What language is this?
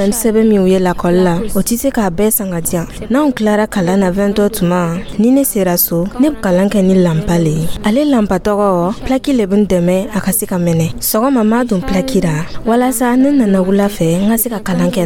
Dyula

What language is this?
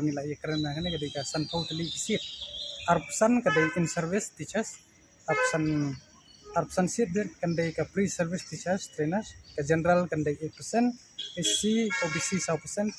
Khasi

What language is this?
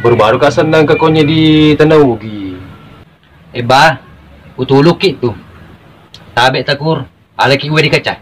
Buginese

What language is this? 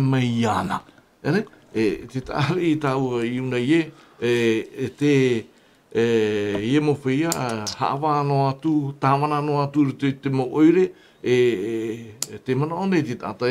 Tahitian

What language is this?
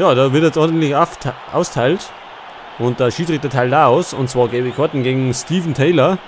Bavarian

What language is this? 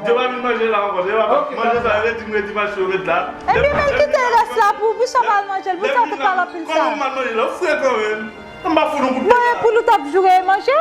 Haitian Creole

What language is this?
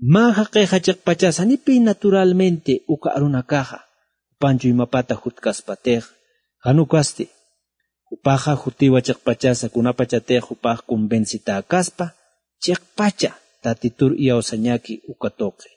Aymara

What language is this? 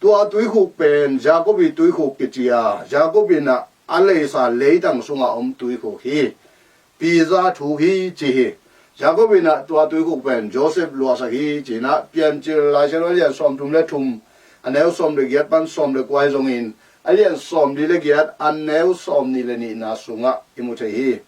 Tedim Chin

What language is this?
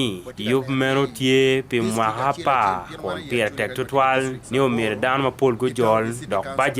Acoli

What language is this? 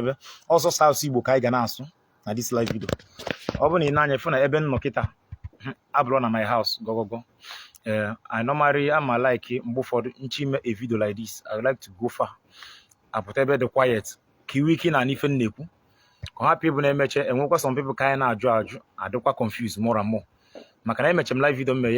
Igbo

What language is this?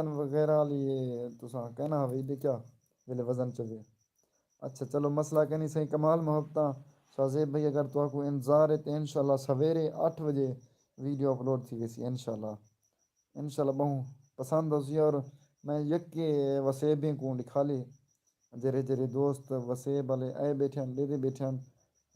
Saraiki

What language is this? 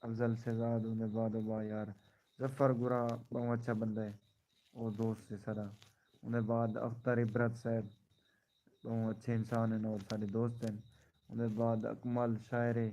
Saraiki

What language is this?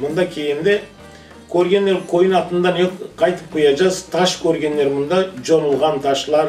Crimean Tatar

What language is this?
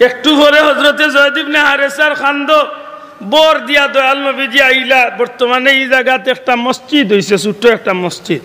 Sylheti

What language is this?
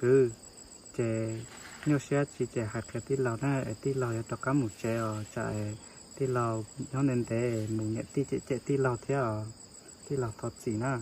Hmong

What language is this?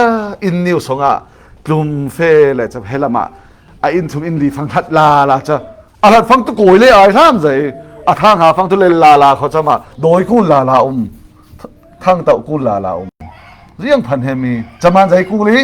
Falam Chin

